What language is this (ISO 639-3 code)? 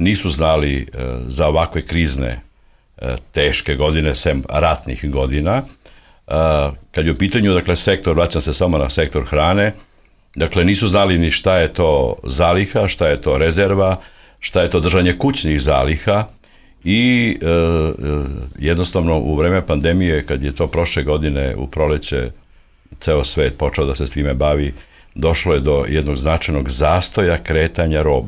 srp